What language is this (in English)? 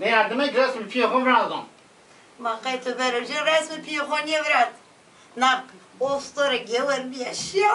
Zaza